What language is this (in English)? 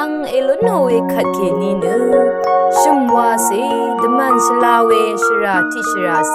Rawang